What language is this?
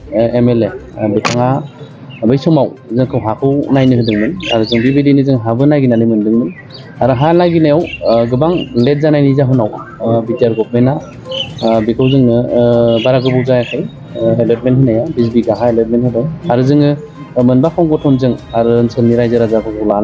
Bodo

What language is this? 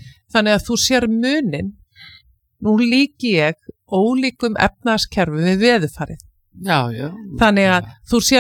Icelandic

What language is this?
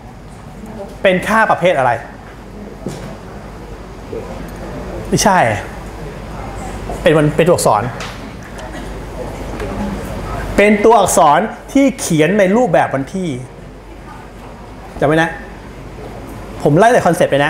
Thai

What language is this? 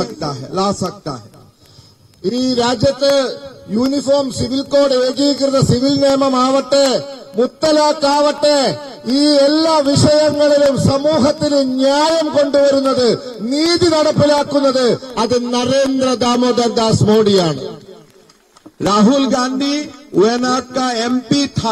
Malayalam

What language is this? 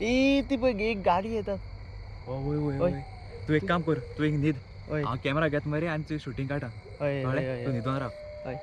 Konkani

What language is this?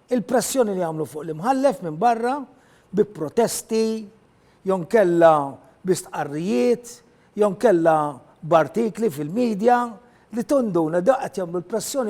Maltese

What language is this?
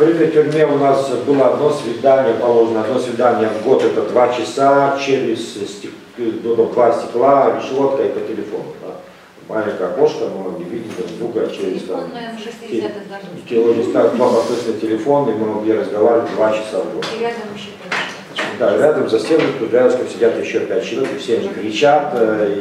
Russian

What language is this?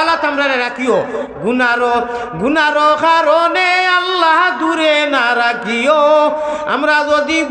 Sylheti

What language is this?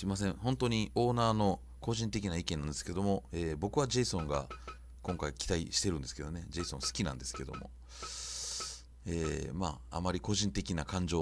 Japanese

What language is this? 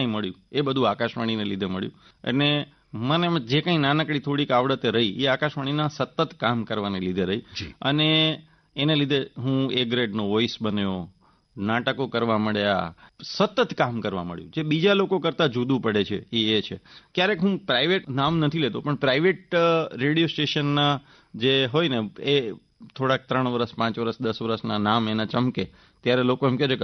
Gujarati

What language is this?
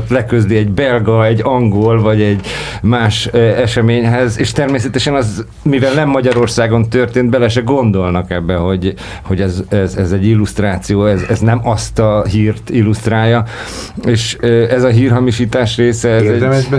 Hungarian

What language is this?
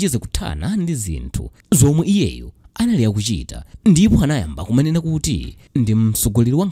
Nyanja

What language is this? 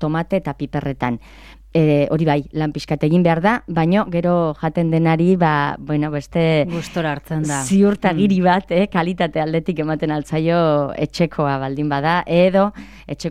Basque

